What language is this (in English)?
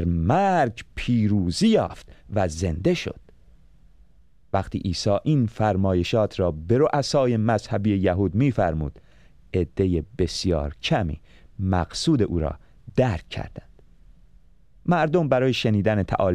Persian